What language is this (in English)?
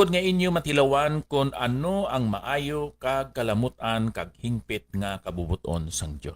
Hiligaynon